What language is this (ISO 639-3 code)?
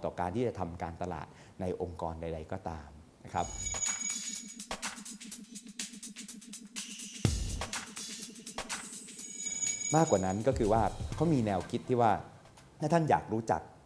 tha